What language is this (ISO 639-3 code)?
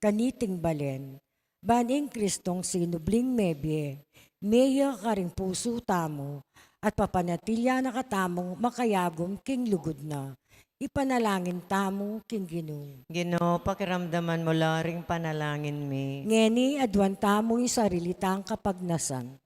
pam